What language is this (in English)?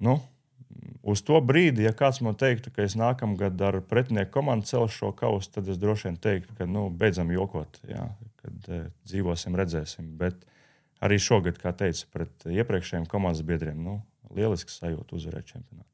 Latvian